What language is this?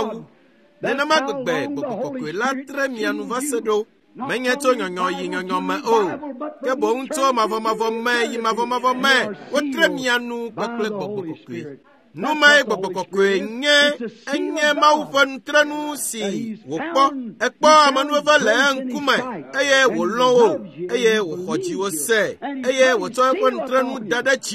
Ewe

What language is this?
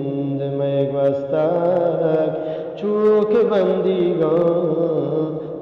Eastern Balochi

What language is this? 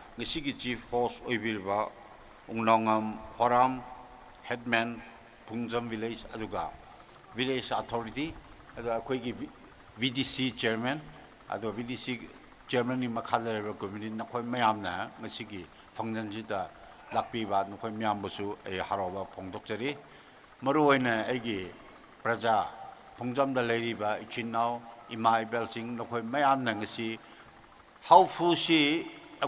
Tangkhul Naga (India)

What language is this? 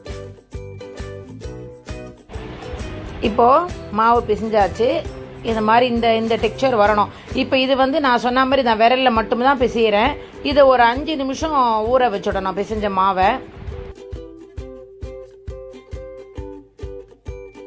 Tamil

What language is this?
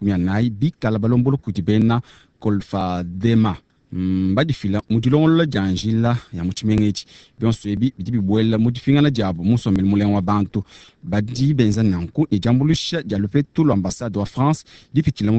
Luba-Lulua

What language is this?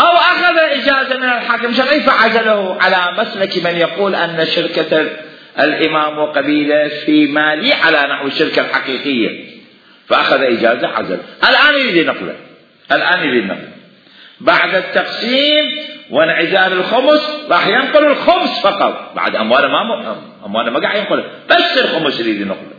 Mesopotamian Arabic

